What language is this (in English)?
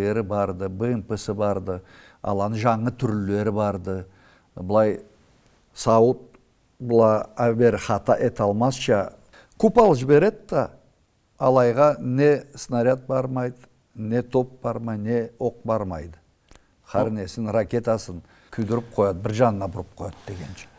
Karachay-Balkar